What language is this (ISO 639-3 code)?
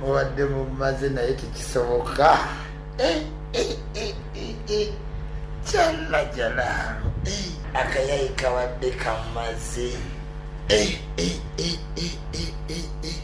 lug